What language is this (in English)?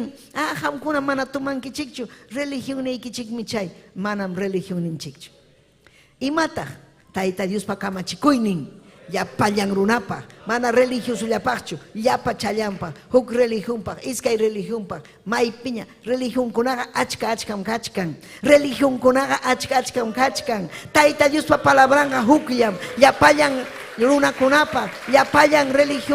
Ayacucho Quechua